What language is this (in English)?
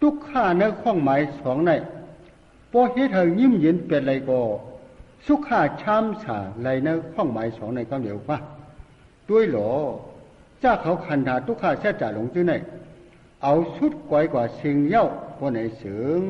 Shan